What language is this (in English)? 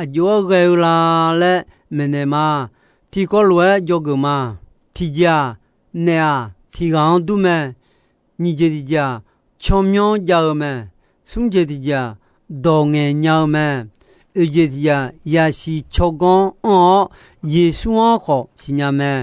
Akha